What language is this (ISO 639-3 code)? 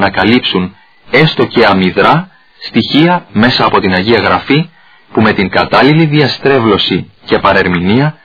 ell